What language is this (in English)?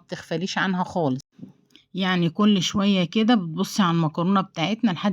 Egyptian Arabic